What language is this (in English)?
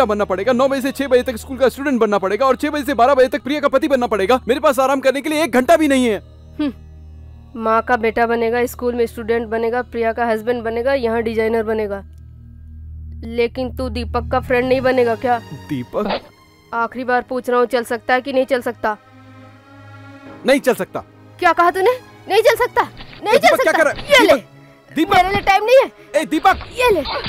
Hindi